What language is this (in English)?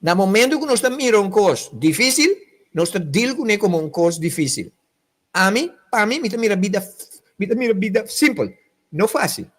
Papiamento